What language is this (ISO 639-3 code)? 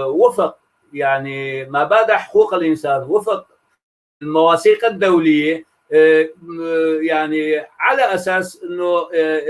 apc